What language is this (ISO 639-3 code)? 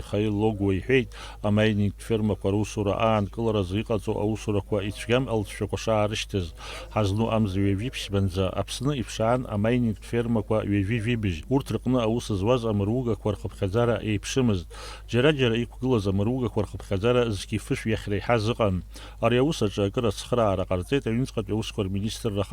abk